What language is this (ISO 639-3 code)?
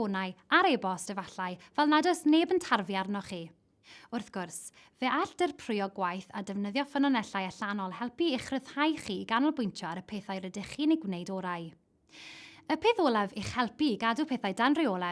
cym